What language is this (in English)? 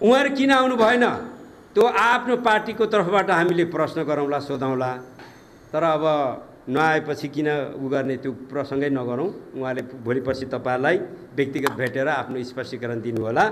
Nepali